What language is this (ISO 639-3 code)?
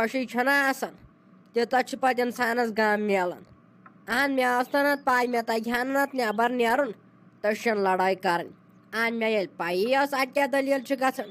kas